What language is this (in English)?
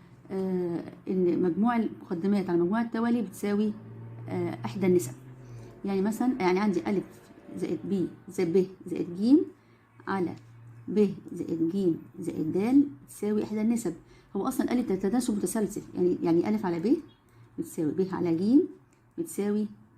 Egyptian Arabic